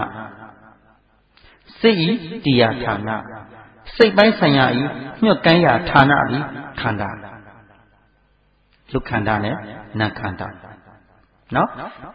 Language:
Burmese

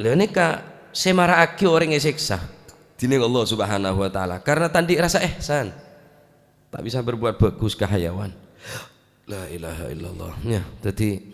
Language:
Madurese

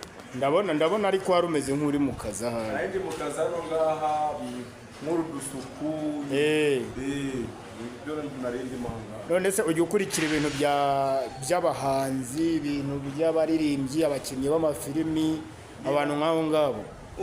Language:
Kinyarwanda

